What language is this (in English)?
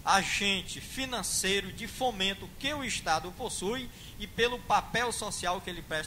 Portuguese